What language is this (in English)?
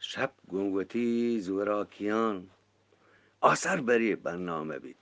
Eastern Balochi